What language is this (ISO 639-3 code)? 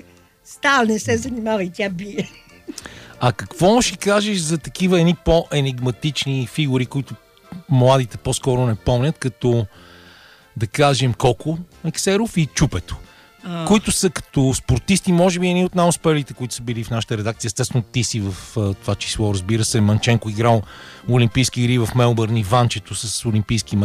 bul